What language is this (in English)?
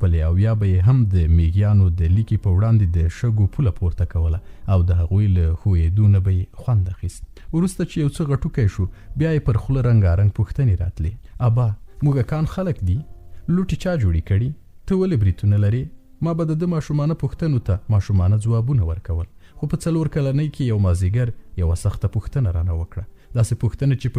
Pashto